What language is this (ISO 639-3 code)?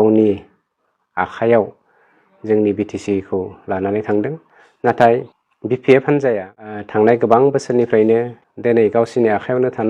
brx